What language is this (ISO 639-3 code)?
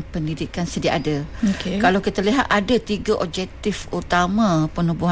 msa